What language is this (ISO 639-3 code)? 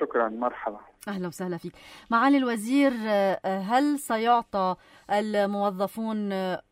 apc